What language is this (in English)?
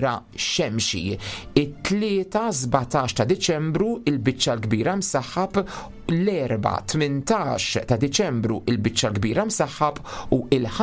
Maltese